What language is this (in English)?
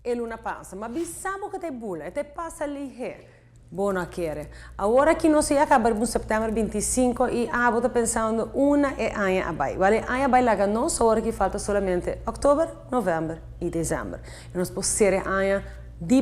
Papiamento